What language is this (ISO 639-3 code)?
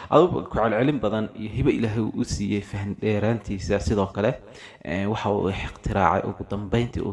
som